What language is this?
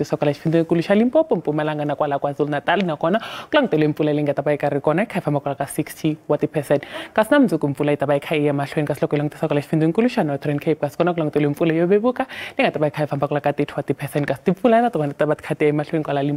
Tsonga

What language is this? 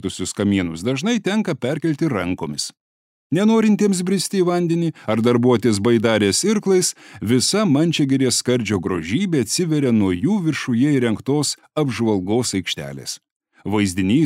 Lithuanian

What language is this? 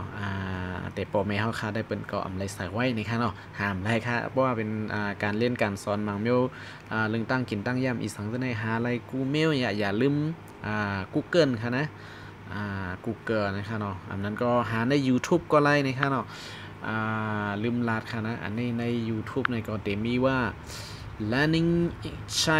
Shan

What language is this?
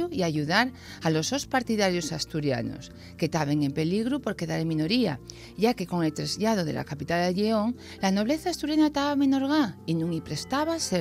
Asturian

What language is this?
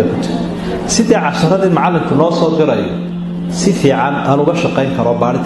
Somali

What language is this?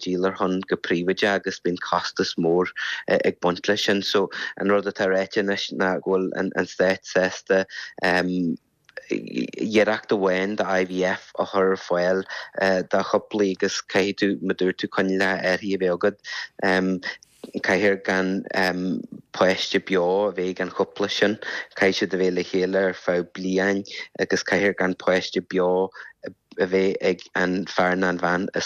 Irish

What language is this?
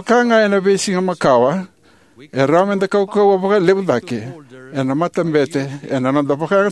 Fijian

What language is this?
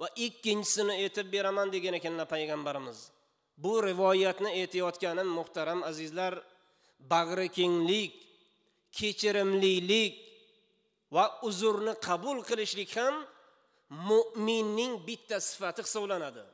Uzbek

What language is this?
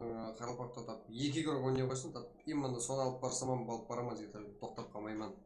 Kara-Kalpak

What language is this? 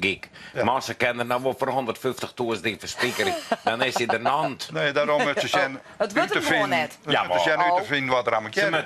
Western Frisian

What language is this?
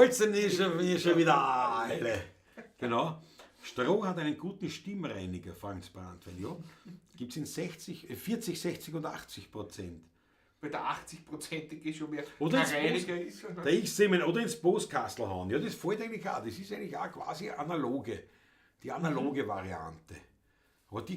Bavarian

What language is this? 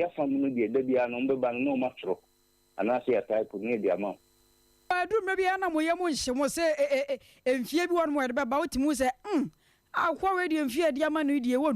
Akan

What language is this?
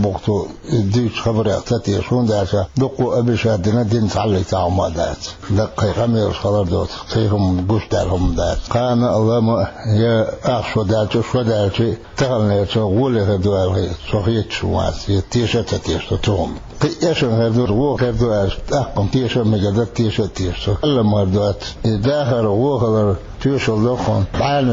Chechen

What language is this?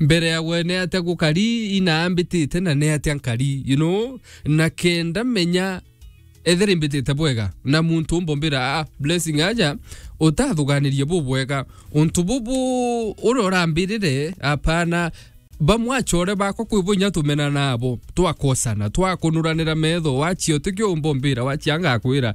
Meru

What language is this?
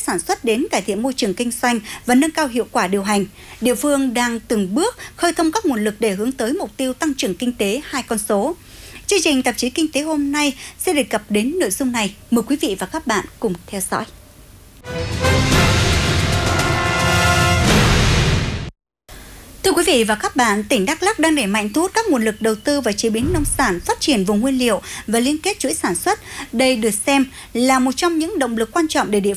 Vietnamese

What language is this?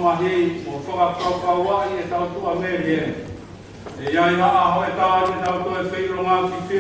Tongan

